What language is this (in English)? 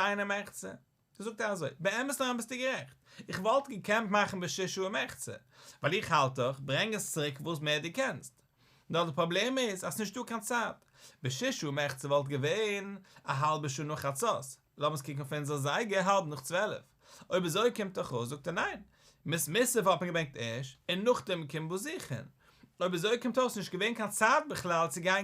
Yiddish